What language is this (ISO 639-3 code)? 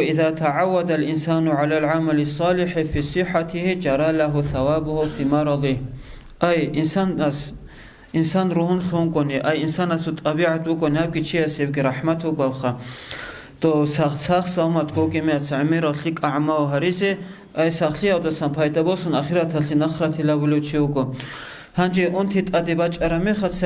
ava